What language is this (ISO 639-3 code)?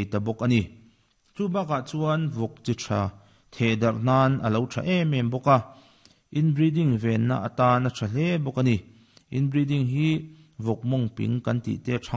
lus